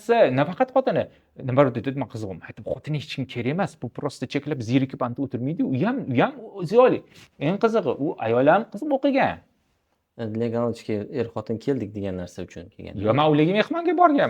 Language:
Uzbek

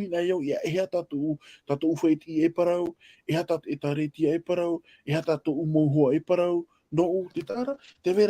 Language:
Tahitian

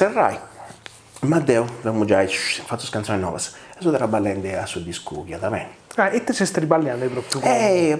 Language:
Sardinian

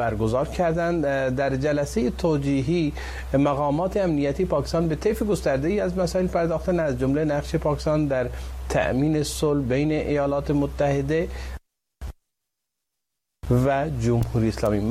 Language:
Persian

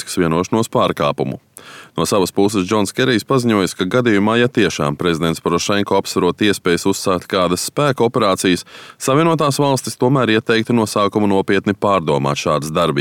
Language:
Latvian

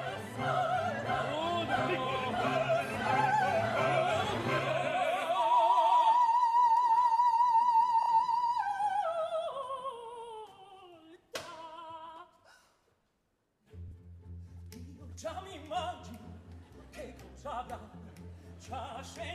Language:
Italian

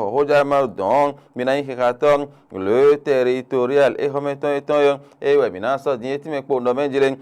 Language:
Fon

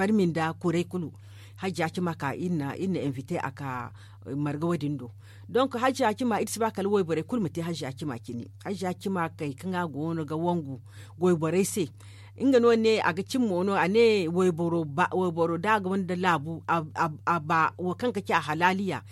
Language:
Zarma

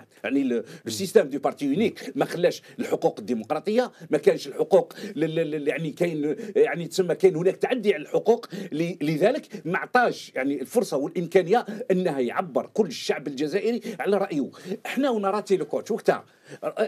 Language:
Algerian Arabic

